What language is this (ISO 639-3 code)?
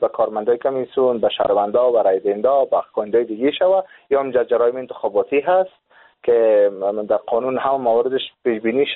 fas